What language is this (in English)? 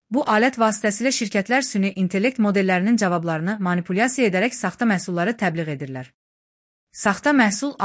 Azerbaijani